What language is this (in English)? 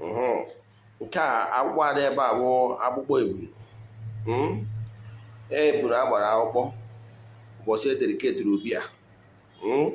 Igbo